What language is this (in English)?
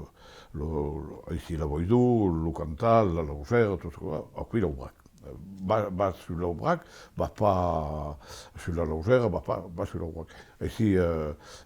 Occitan